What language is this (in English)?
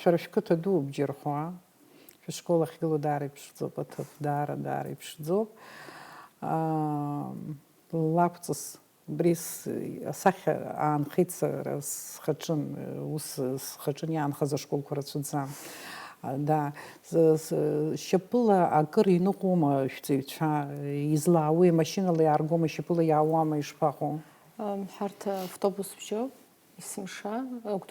Abkhazian